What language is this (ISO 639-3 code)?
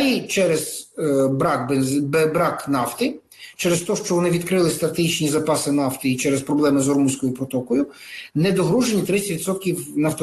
ukr